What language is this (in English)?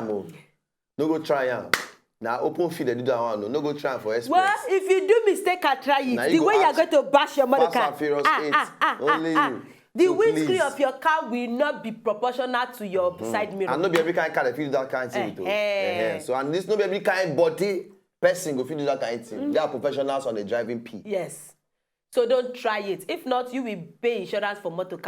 Nigerian Pidgin